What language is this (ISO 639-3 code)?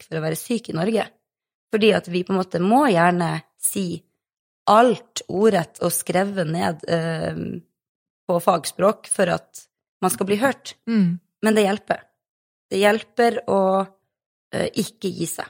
nor